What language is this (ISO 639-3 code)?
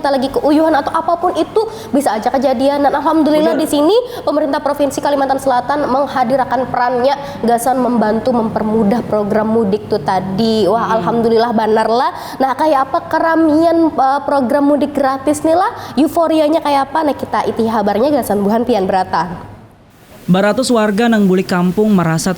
bjn